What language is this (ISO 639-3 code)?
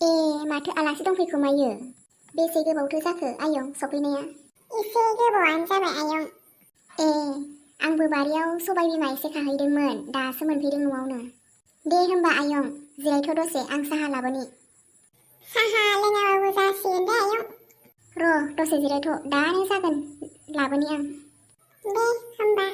brx